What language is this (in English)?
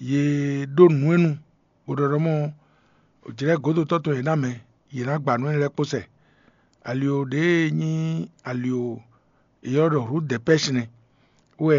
Fon